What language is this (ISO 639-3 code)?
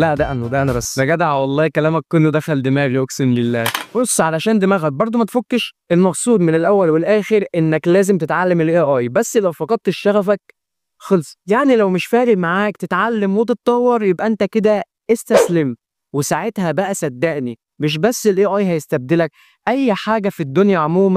arz